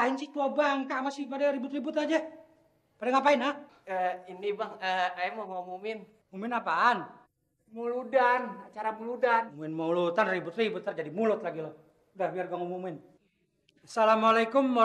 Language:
Betawi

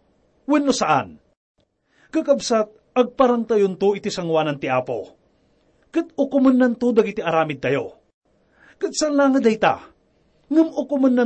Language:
Iloko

